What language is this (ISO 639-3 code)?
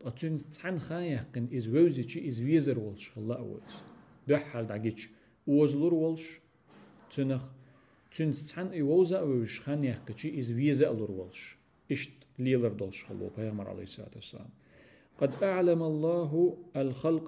che